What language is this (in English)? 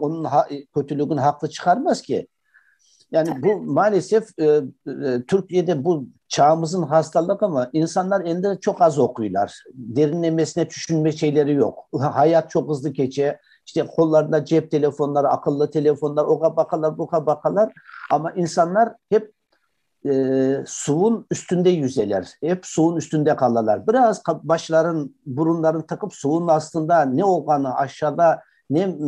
Crimean Tatar